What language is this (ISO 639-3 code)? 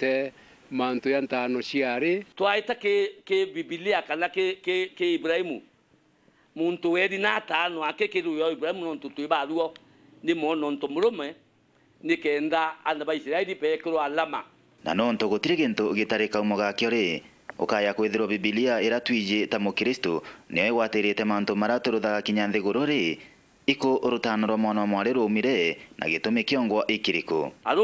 mer